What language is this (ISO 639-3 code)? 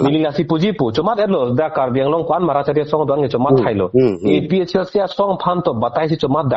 mjw